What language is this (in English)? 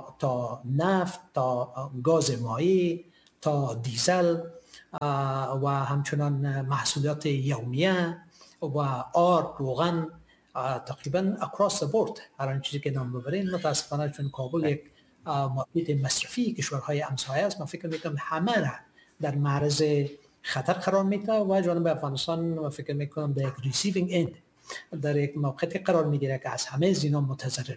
Persian